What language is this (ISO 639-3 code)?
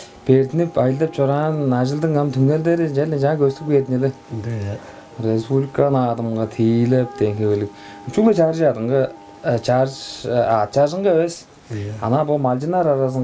tyv